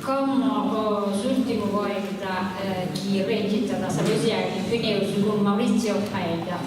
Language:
Sardinian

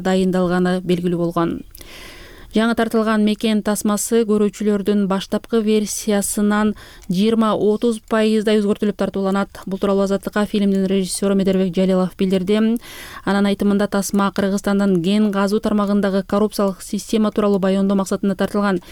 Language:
Kyrgyz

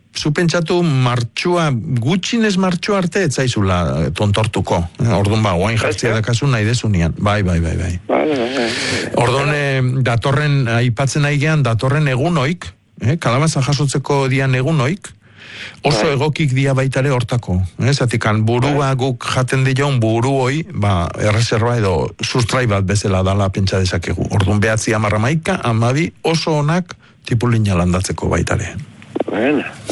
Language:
Basque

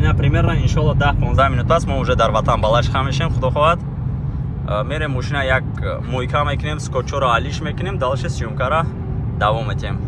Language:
Tajik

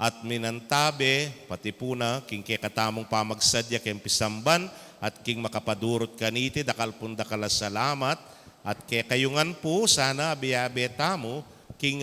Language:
Pampanga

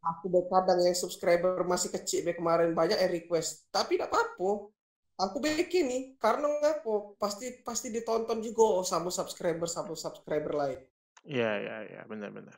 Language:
Musi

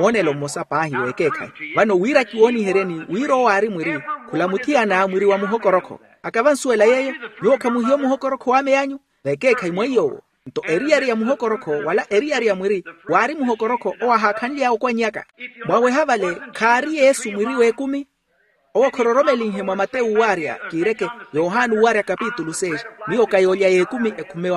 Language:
Makhuwa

